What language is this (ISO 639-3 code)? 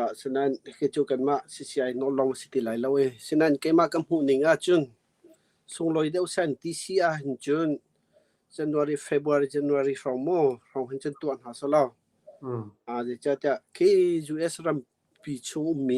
cnh